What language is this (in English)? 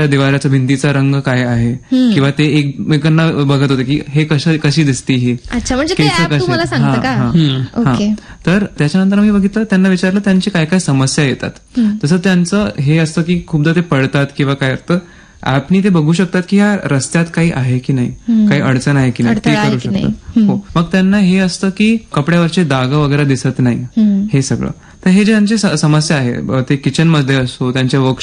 Marathi